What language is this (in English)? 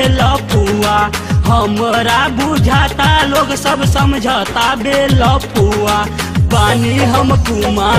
Bhojpuri